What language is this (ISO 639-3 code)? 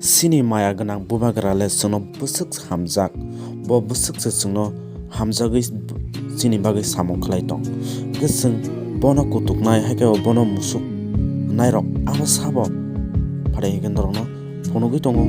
trp